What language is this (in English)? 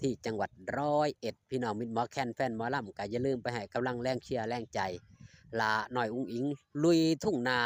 Northeastern Thai